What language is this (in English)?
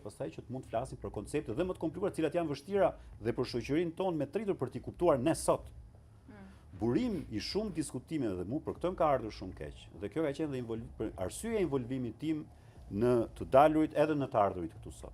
Albanian